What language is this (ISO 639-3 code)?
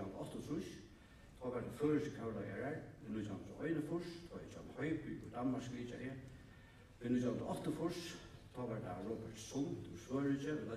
fao